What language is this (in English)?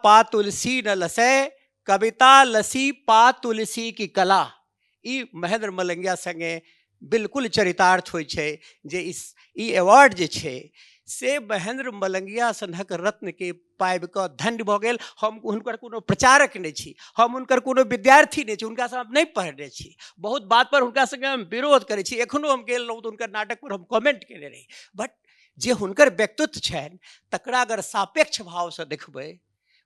Maithili